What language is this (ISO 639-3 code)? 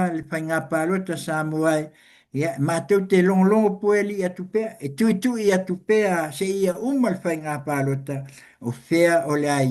smo